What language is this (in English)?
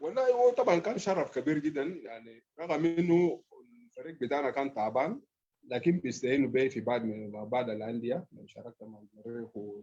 Sudanese Arabic